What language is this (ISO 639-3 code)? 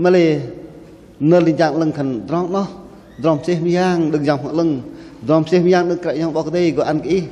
bdq